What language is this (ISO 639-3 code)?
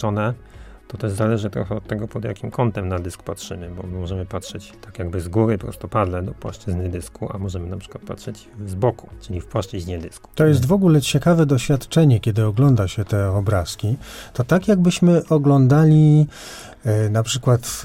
pol